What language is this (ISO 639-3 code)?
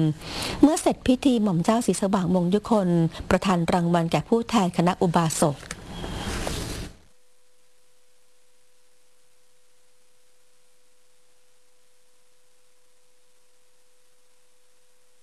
tha